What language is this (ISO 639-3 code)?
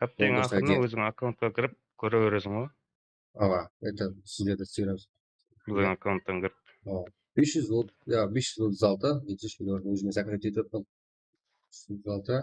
kaa